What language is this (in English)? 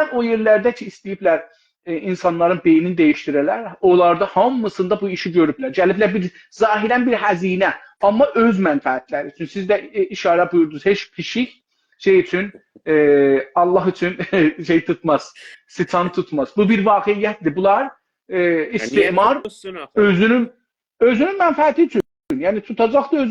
South Azerbaijani